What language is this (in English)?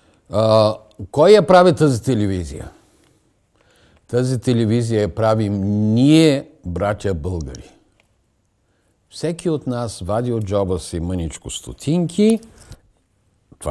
Bulgarian